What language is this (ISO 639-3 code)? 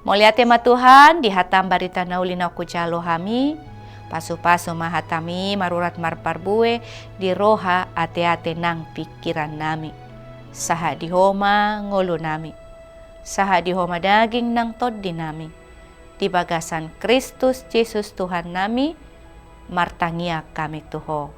bbc